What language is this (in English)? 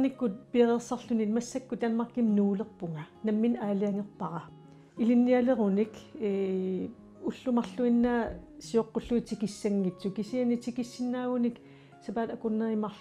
Kalaallisut